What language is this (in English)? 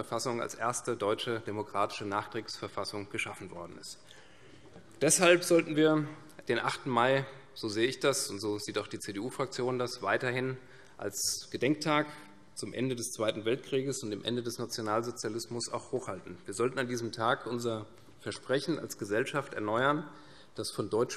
German